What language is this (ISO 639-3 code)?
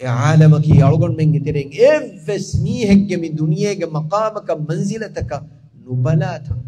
div